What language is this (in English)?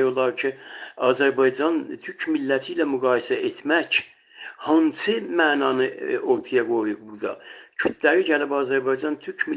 South Azerbaijani